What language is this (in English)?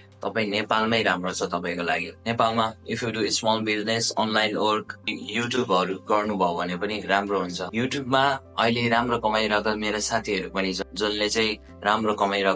Nepali